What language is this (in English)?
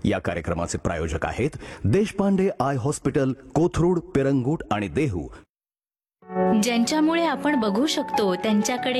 Marathi